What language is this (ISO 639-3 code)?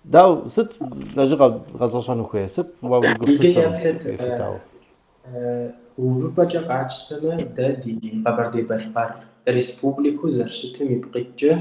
kbd